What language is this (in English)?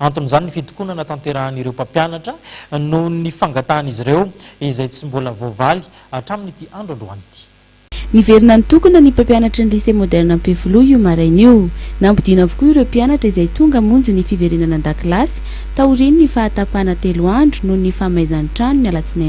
Malagasy